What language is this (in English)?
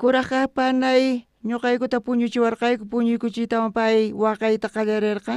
South Bolivian Quechua